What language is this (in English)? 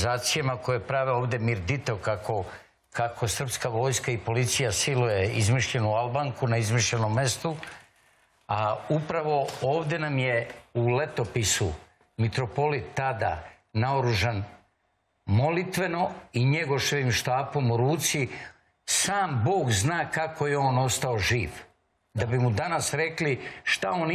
Serbian